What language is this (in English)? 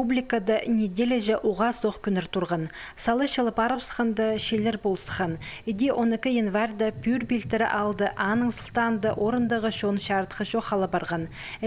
Khakas